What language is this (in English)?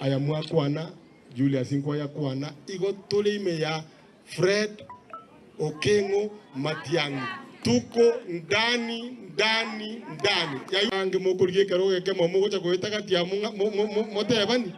Gusii